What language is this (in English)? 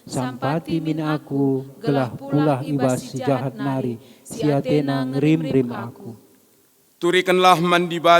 Batak Karo